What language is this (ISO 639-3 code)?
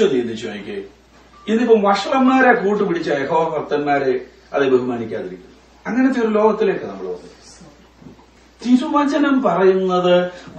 mal